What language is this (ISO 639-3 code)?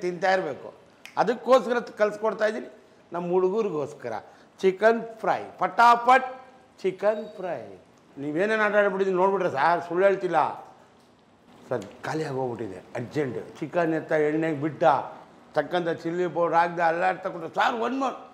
kan